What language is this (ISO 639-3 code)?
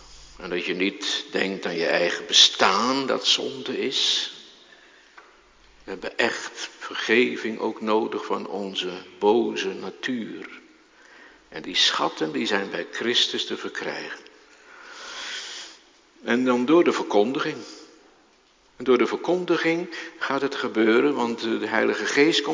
nld